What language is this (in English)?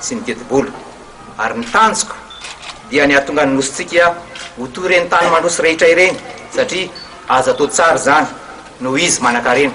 Malagasy